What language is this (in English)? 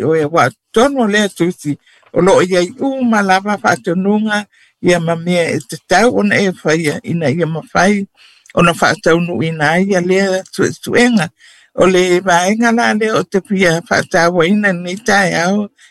Samoan